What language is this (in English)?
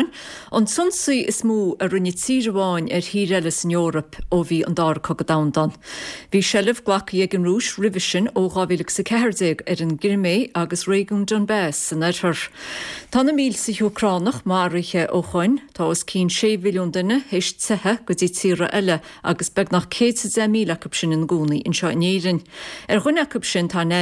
Irish